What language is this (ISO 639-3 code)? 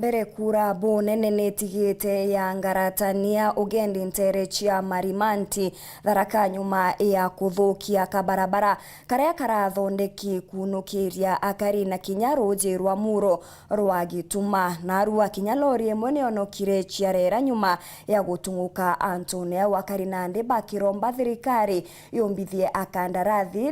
mer